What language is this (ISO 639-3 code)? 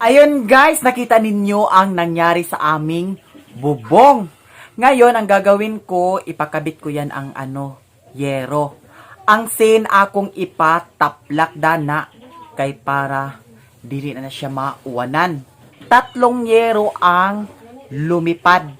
ceb